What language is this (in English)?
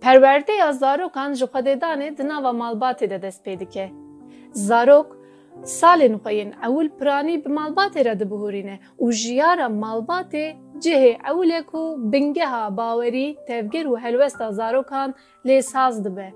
Kurdish